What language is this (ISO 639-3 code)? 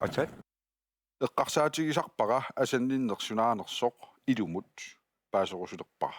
kal